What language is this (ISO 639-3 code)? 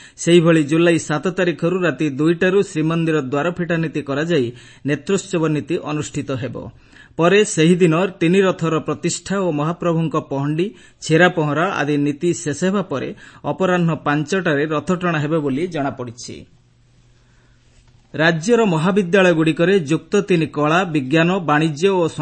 ori